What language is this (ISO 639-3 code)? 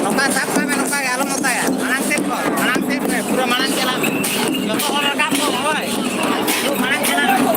sat